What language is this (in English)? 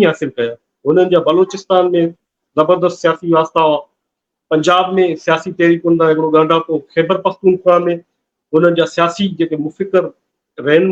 Sindhi